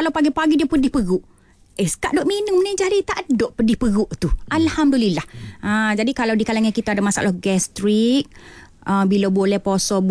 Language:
Malay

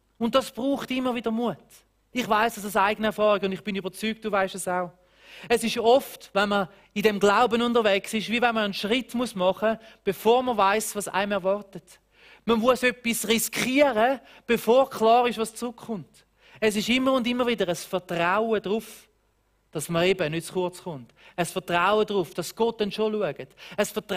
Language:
Swiss German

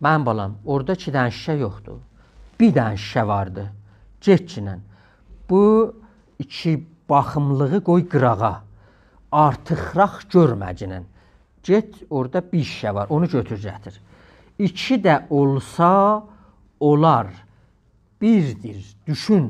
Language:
South Azerbaijani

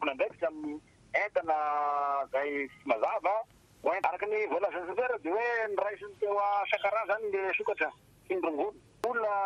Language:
Malagasy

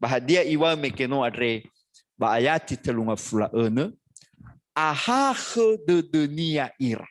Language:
Nias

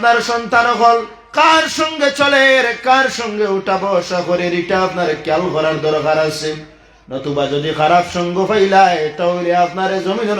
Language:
Sylheti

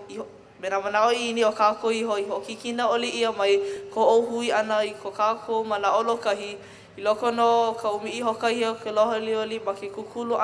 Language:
Hawaiian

